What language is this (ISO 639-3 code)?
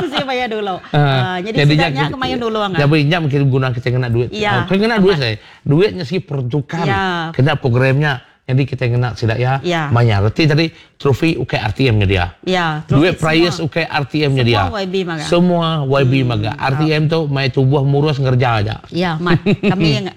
iba